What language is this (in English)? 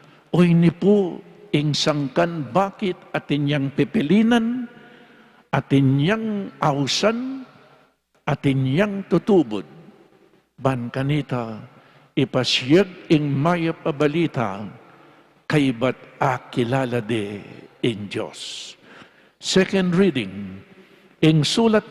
Pampanga